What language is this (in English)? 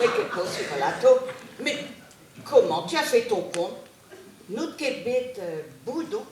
Breton